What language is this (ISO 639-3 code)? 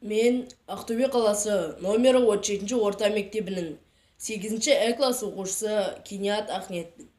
kaz